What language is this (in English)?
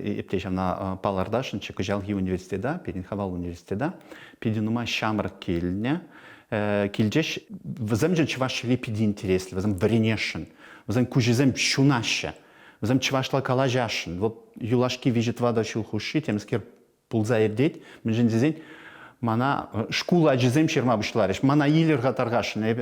Chuvash